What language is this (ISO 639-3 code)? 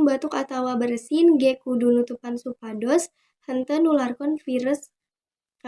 sun